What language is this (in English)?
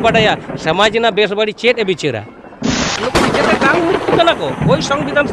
Santali